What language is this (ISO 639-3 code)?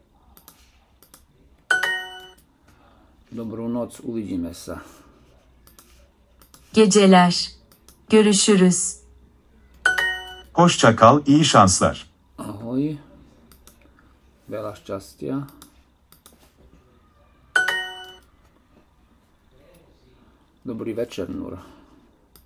slk